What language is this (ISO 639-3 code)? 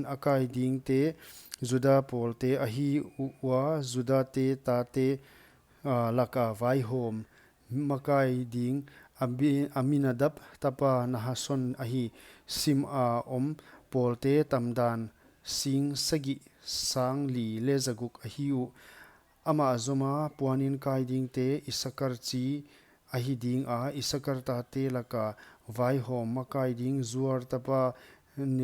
pck